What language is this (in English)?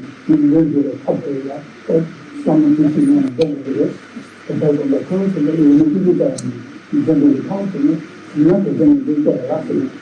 Tibetan